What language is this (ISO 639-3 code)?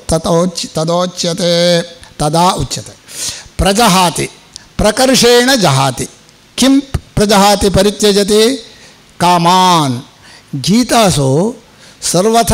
san